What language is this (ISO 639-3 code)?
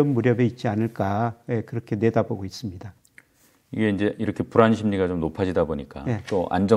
kor